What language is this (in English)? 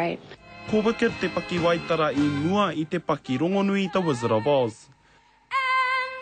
Māori